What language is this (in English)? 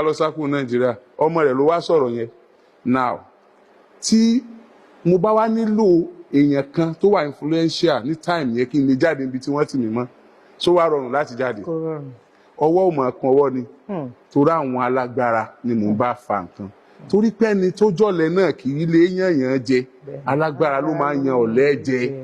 Yoruba